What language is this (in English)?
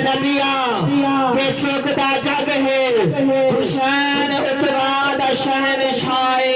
Saraiki